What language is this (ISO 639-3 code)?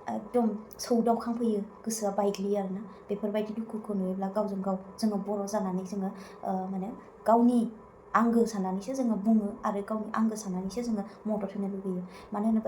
brx